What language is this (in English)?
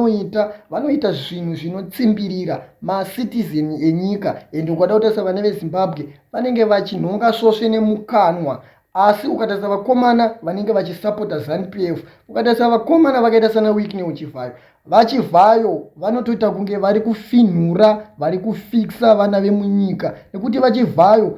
Shona